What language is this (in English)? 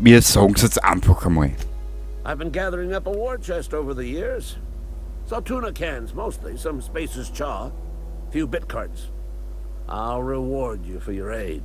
Bavarian